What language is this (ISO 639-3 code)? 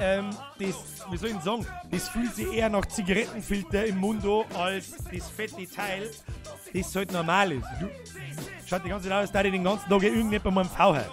bar